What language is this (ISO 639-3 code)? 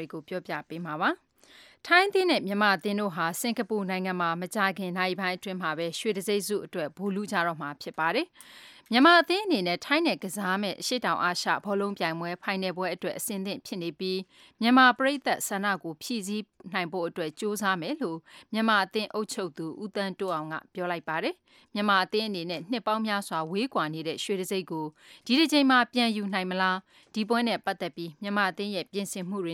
mya